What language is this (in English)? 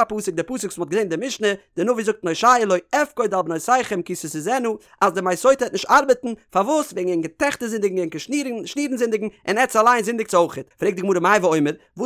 Yiddish